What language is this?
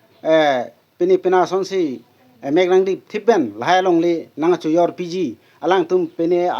Karbi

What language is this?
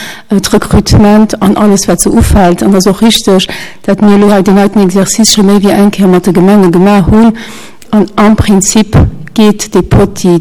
Luxembourgish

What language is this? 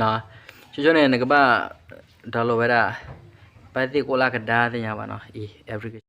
S'gaw Karen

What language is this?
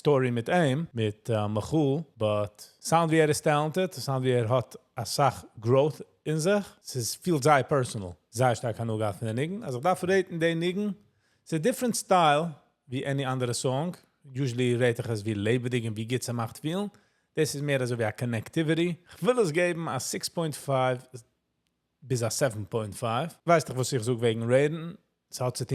Yiddish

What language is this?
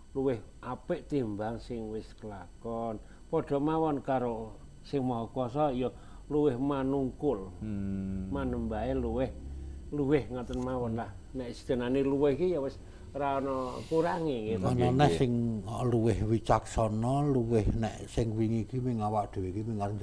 Javanese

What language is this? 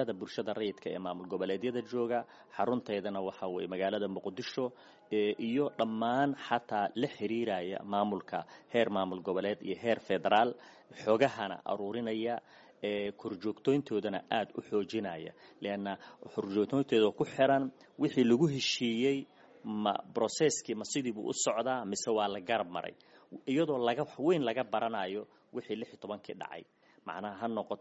Somali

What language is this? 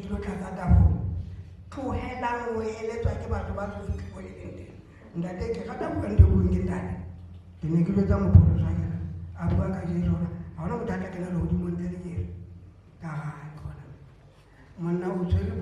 Southern Sotho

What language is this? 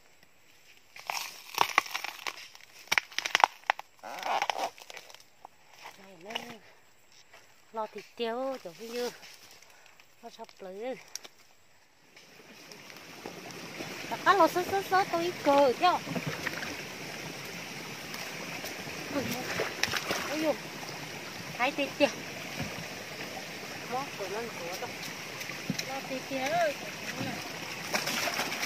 Vietnamese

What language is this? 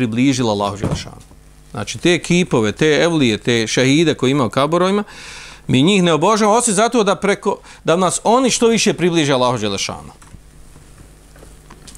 Bosnian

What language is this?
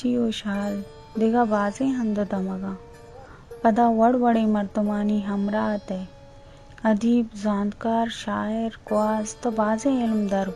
Baluchi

